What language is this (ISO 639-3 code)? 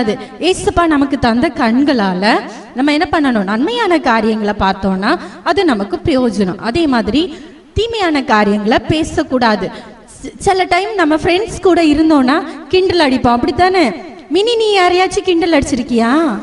tam